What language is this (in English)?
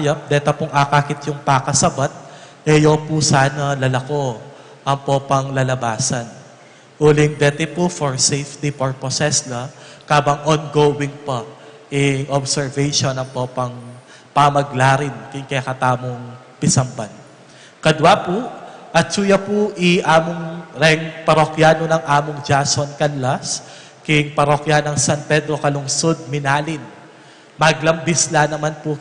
Pampanga